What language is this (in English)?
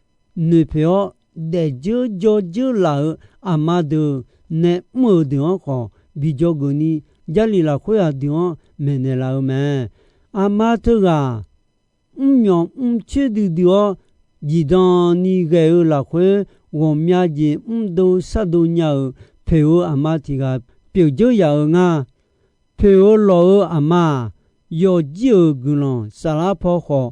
Akha